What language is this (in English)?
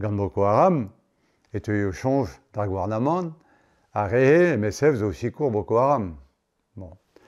Breton